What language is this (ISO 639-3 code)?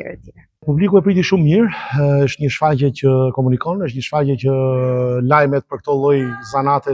sqi